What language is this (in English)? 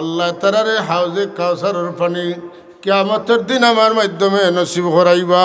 Sylheti